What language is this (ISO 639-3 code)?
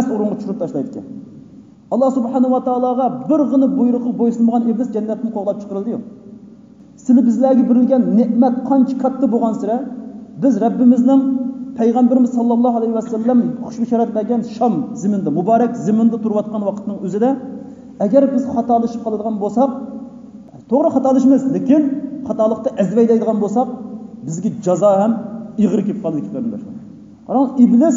uig